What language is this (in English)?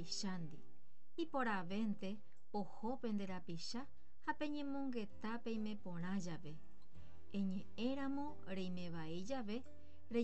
Guarani